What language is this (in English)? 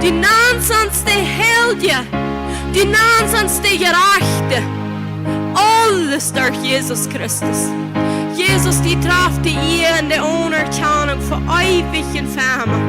Plautdietsch